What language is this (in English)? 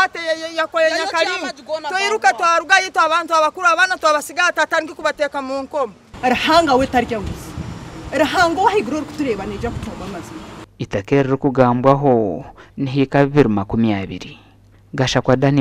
Nyankole